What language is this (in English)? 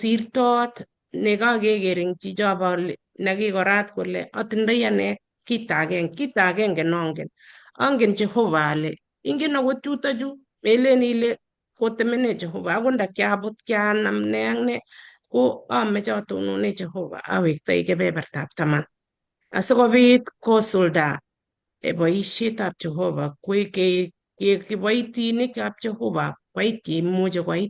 Kalenjin